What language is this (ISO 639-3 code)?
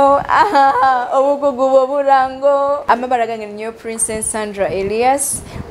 nyo